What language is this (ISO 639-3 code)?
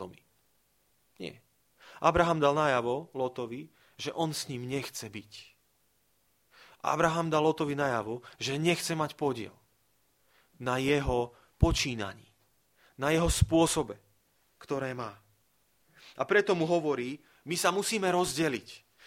slk